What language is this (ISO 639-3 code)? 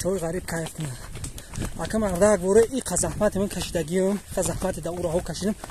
tgk